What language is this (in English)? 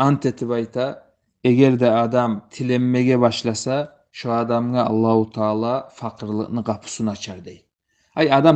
Kumyk